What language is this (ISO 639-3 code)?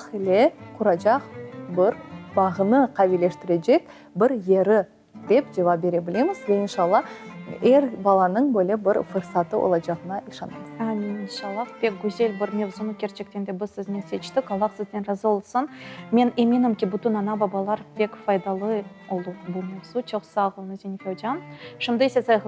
crh